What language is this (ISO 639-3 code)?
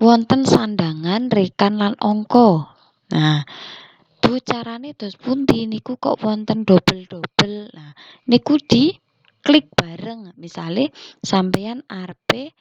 jav